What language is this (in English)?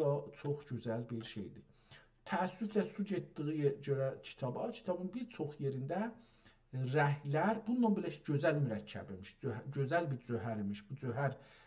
South Azerbaijani